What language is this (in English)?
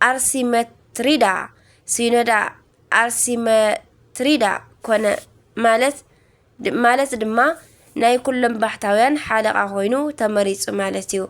Tigrinya